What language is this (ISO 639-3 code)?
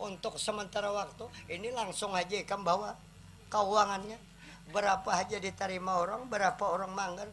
bjn